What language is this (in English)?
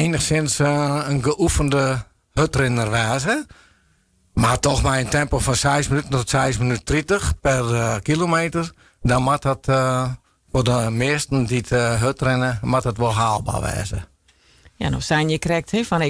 Western Frisian